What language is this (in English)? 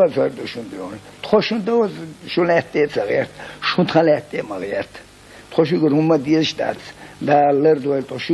Chechen